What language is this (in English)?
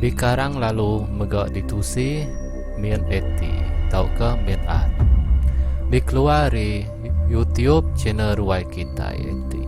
Iban